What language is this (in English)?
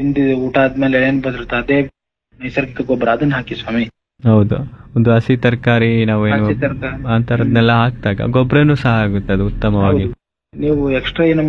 Kannada